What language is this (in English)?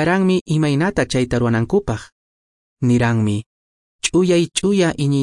Quechua